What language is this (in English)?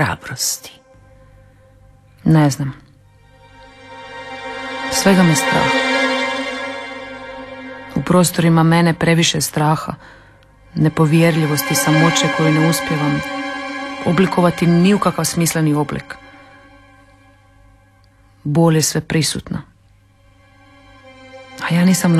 Croatian